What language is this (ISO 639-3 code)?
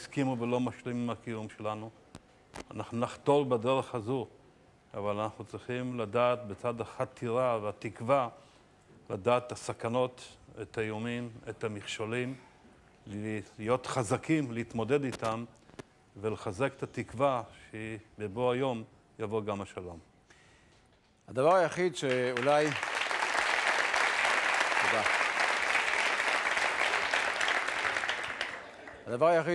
heb